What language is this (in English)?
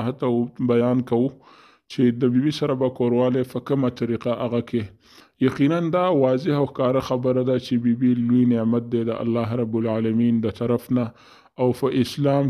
Pashto